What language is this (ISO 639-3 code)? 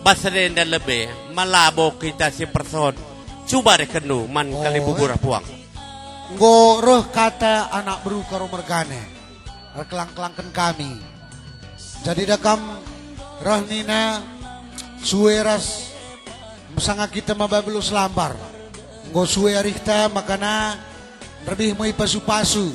btx